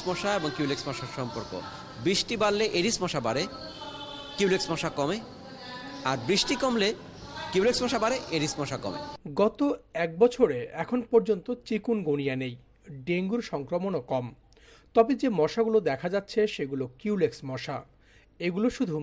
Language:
Bangla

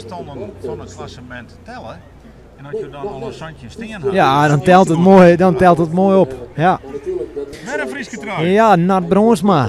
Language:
Western Frisian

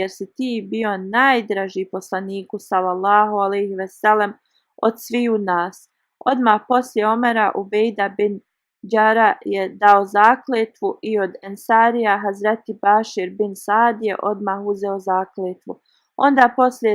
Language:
Bosnian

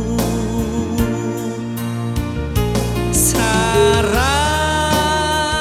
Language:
Indonesian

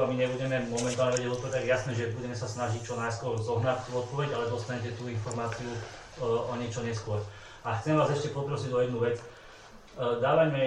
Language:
Slovak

